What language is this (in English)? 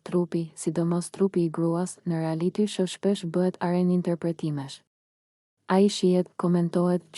Albanian